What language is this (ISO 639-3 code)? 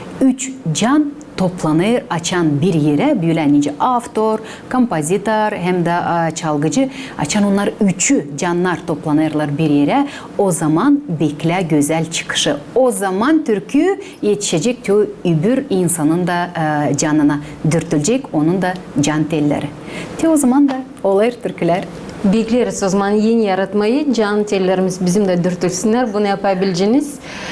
gag